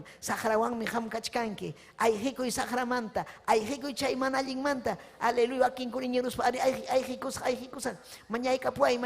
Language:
Ayacucho Quechua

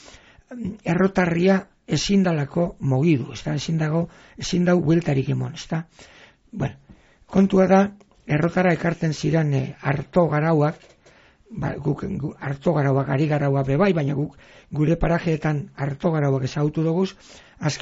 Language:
Basque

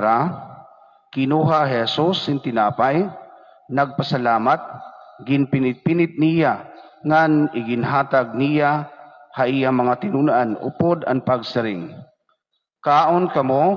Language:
Waray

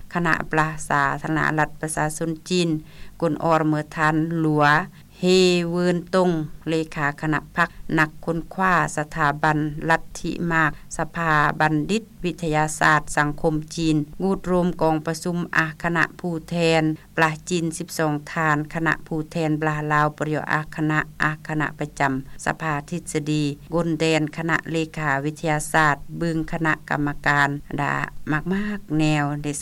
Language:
Lao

